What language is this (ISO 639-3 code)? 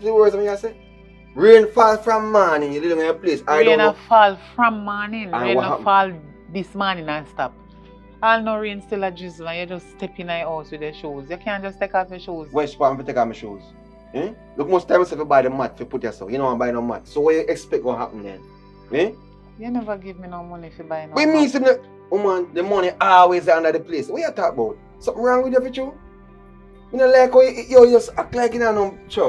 jam